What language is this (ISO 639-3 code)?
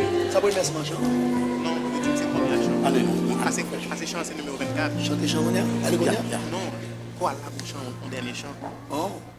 fra